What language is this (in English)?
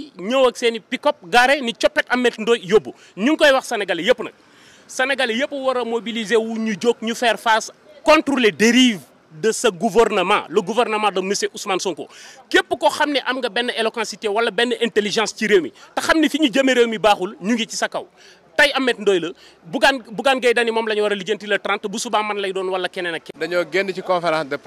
Wolof